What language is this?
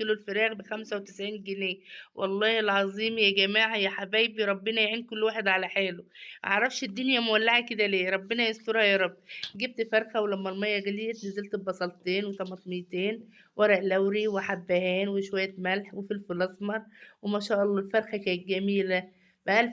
Egyptian Arabic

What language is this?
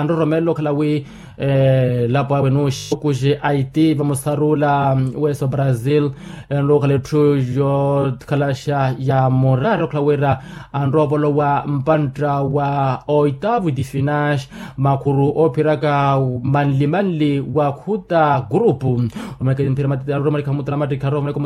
Makhuwa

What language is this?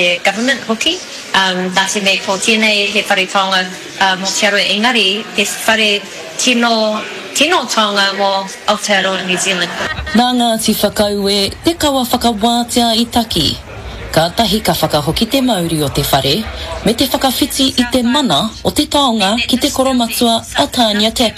Māori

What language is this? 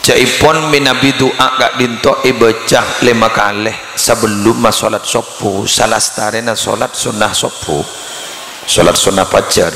Madurese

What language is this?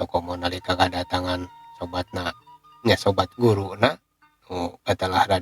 Sundanese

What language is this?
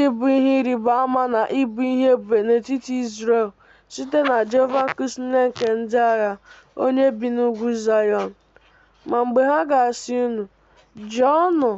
Igbo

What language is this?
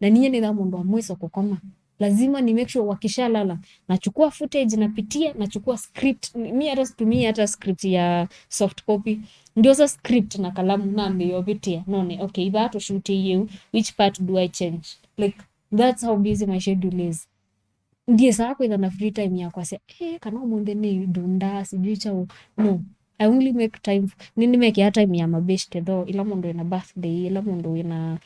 Kamba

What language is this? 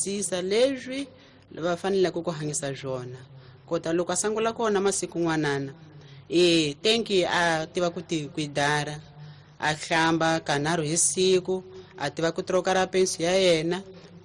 Tsonga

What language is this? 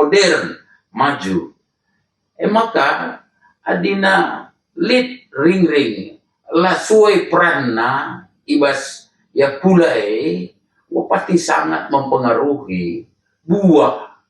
Batak Karo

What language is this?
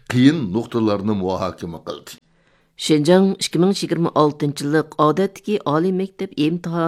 Uyghur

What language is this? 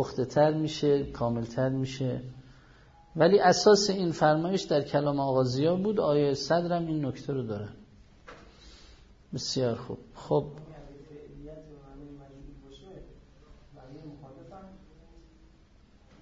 Persian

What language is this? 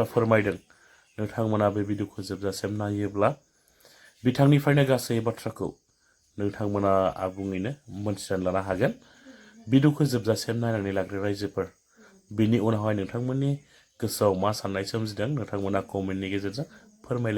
Bodo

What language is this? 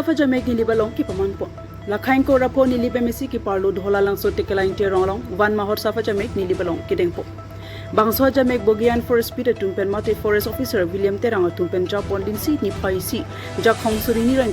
Karbi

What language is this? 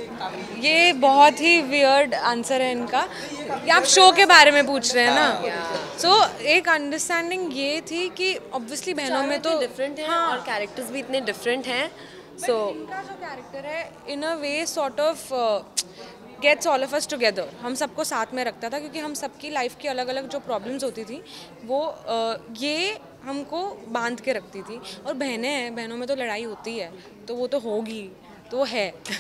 Hindi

